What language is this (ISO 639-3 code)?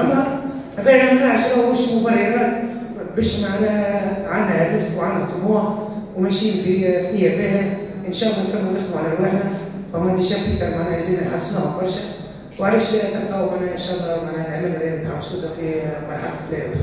aeb